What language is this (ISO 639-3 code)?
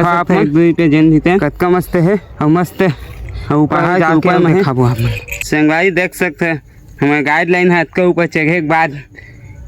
hne